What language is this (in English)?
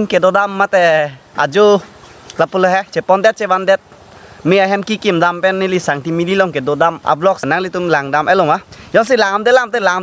Karbi